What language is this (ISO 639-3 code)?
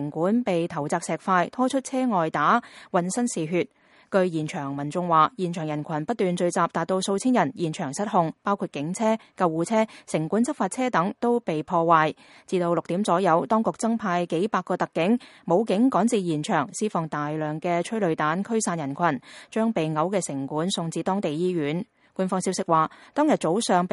yue